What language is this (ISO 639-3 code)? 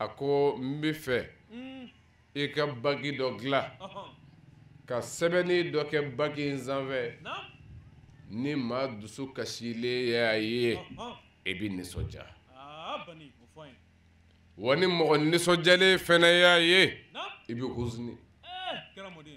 bam